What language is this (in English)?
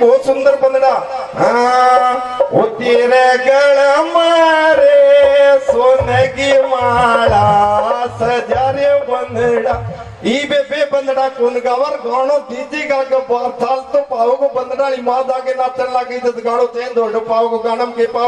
Haryanvi